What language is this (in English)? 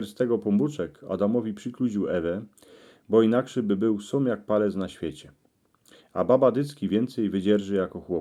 Silesian